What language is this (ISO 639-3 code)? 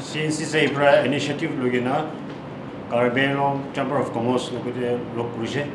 nag